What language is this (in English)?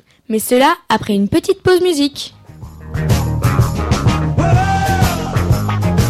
French